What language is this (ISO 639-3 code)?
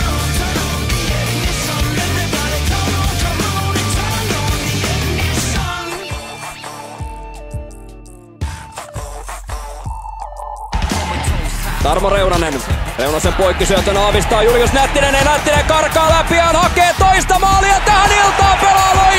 fin